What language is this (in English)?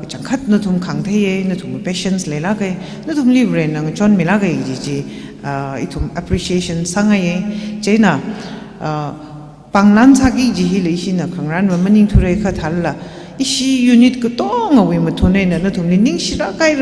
Tangkhul Naga (India)